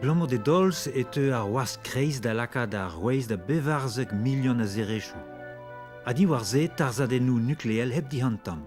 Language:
Breton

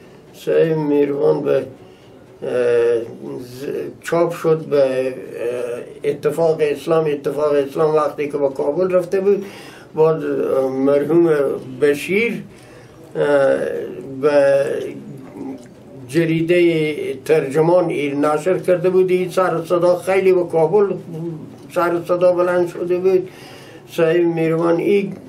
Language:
Persian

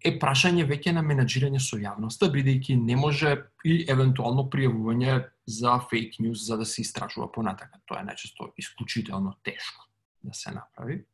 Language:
Macedonian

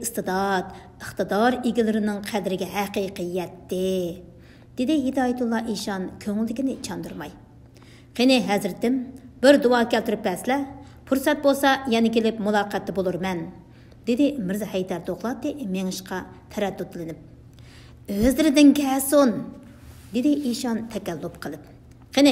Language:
Uyghur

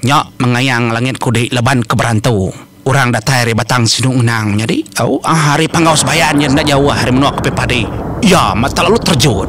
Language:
Iban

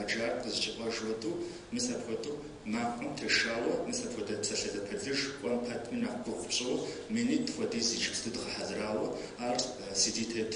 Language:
Kabardian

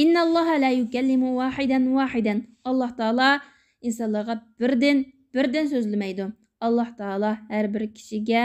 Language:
Uyghur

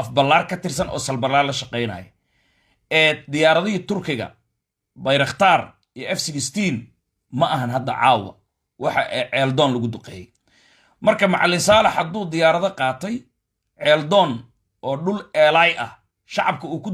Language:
Somali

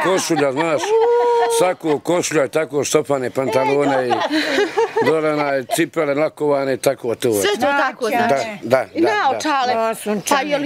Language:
Bosnian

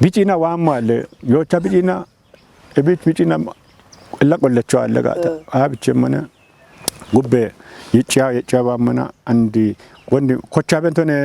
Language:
Kafa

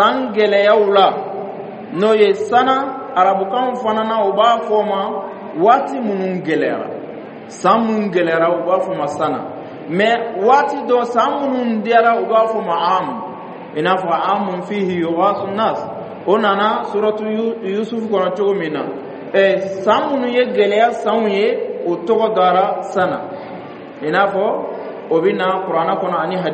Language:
Dyula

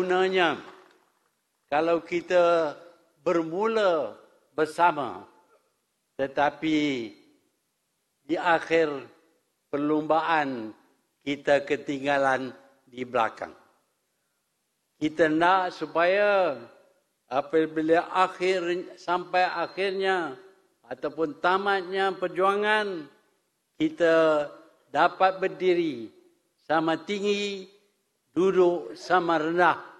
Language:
Malay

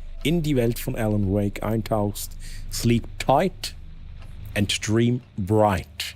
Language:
Swiss German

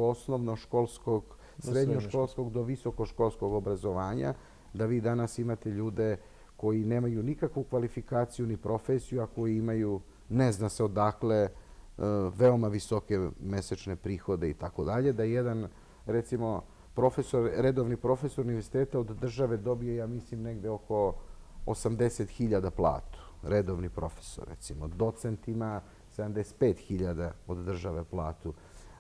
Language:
Serbian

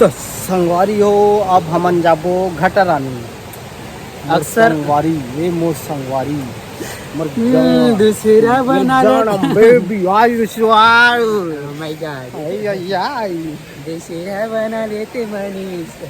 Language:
Chhattisgarhi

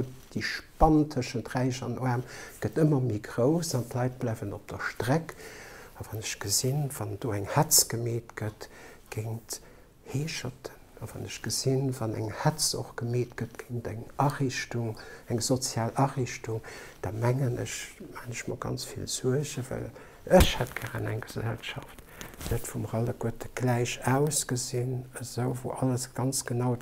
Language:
Luxembourgish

